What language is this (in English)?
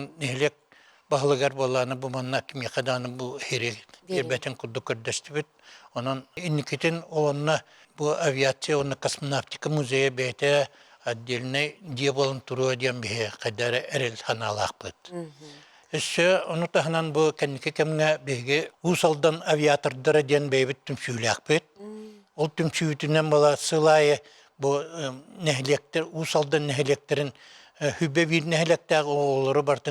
Yakut